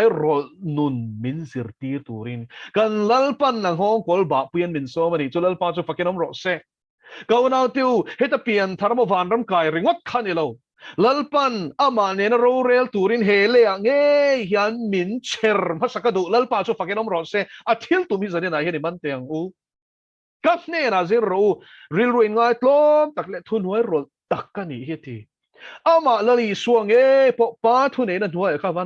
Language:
Mizo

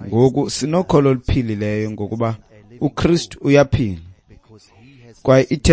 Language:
Xhosa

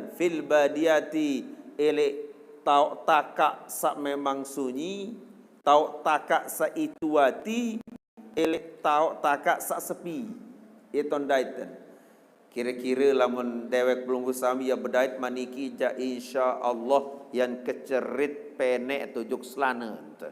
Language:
Sasak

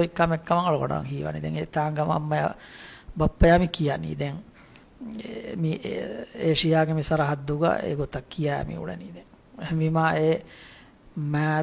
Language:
Divehi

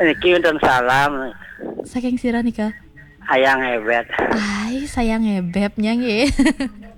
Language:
Balinese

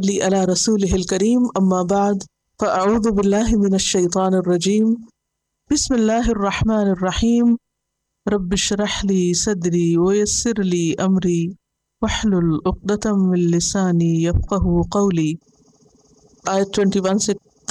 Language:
Urdu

